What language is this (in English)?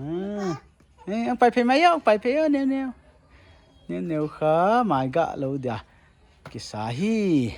Paite Chin